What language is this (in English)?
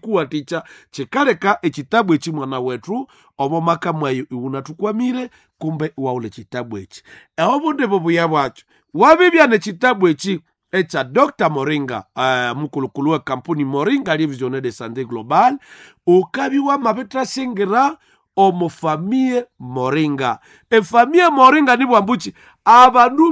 Nande